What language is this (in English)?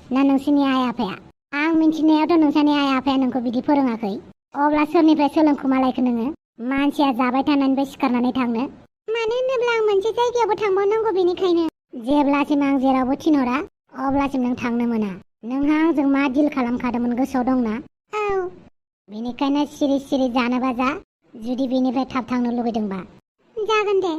Bodo